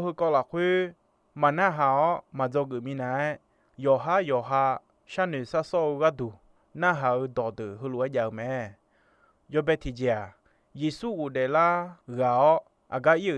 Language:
Akha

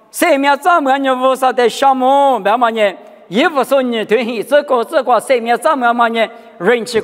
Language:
Lisu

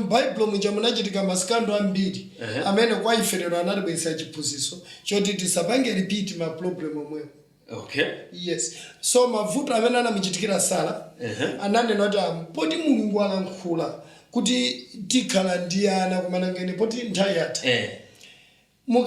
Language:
Nyanja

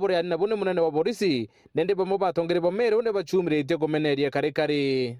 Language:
Meru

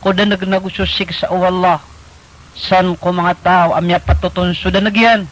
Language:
Maranao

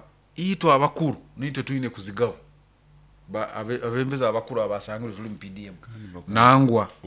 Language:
Nyoro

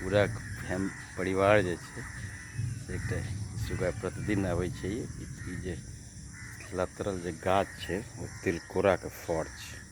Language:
Maithili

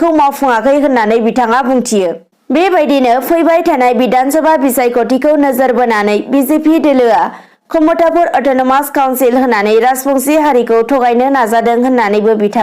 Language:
Bodo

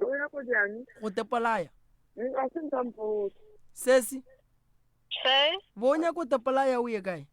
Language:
Northern Sotho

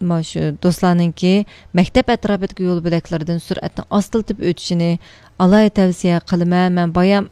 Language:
Uyghur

